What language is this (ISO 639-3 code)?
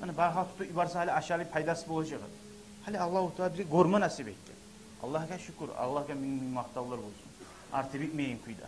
kum